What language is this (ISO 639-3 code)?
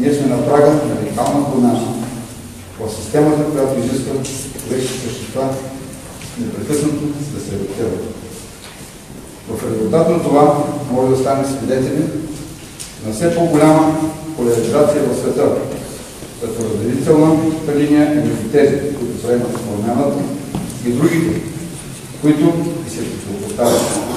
bul